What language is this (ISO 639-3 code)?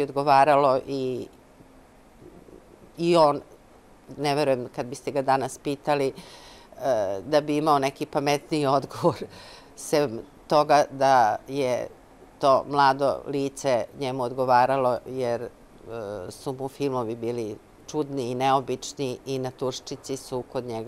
srp